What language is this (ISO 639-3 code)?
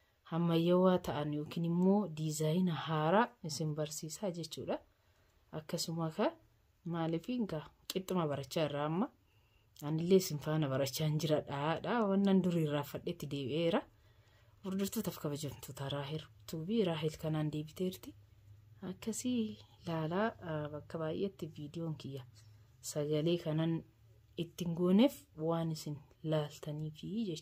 orm